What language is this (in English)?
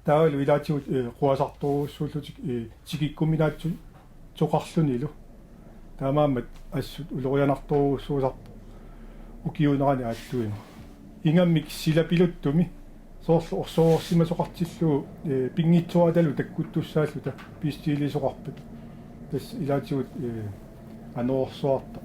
Kalaallisut